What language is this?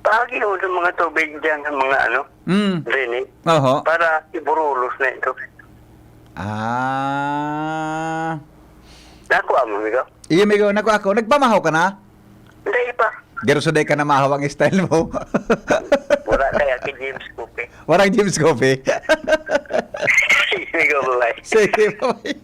Bikol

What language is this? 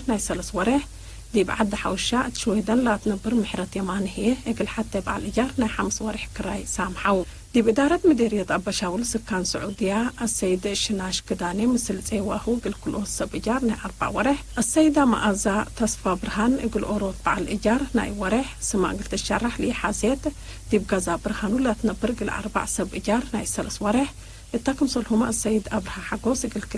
Tigre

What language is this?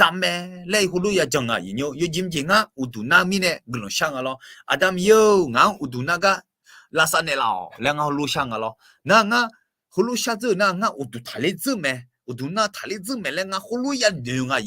Akha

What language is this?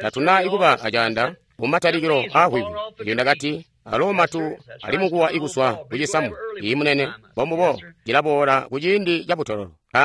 Tonga (Zambia)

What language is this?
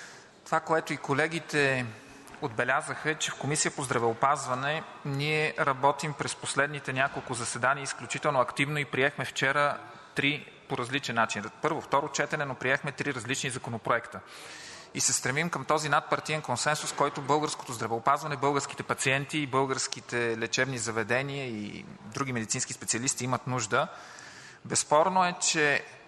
Bulgarian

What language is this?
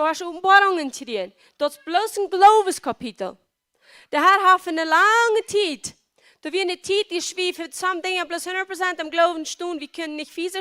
Plautdietsch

